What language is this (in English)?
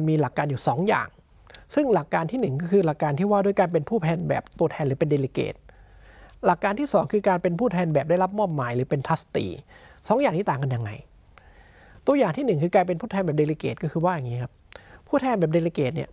Thai